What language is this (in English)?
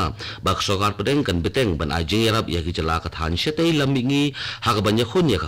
Khasi